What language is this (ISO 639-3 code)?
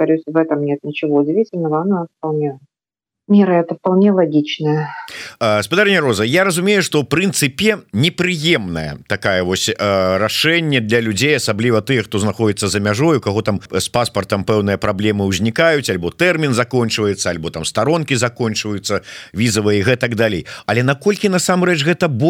bel